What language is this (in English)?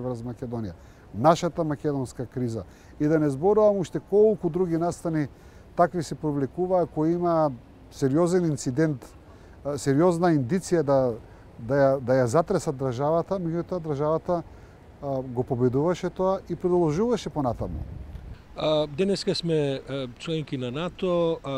Macedonian